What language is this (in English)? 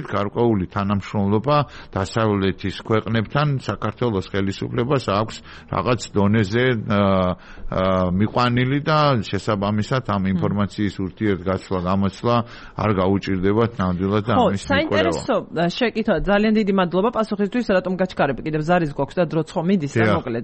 Georgian